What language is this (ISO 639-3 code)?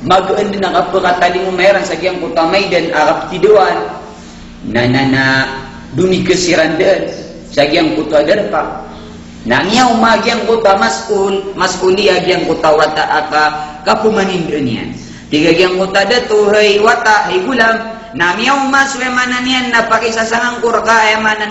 mrw